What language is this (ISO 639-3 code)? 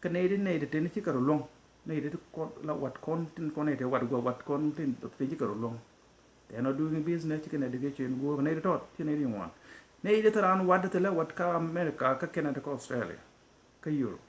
nus